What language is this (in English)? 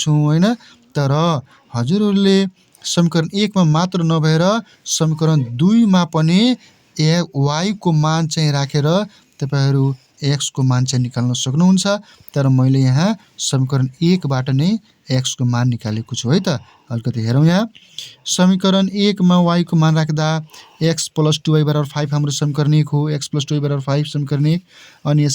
Nepali